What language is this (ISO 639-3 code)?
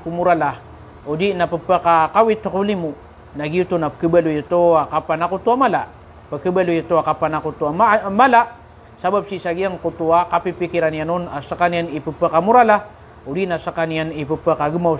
mrw